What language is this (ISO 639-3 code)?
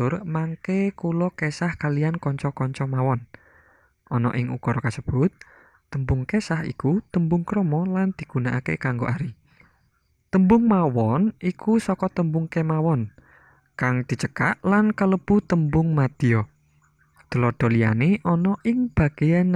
jav